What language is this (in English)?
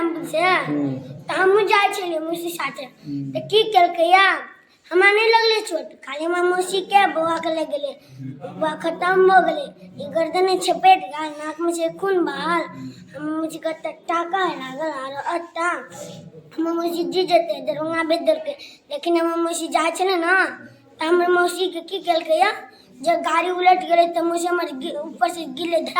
Maithili